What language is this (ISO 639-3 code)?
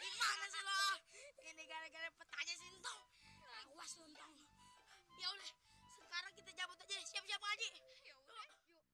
bew